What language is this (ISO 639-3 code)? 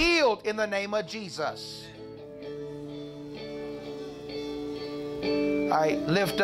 eng